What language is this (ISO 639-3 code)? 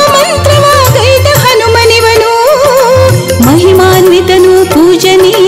kan